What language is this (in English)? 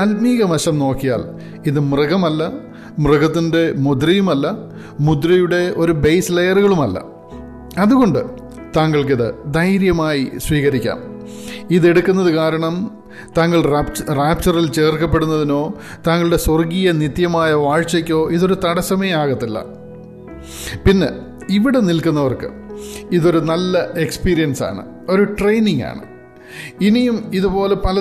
Malayalam